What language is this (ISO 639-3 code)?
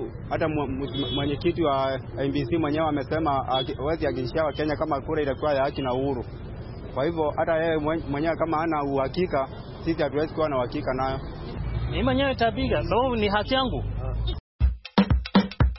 swa